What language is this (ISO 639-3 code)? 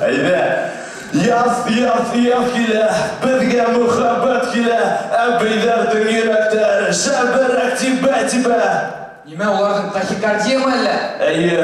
bak